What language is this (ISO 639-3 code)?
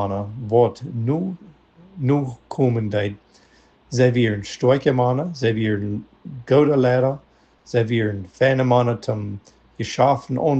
pdt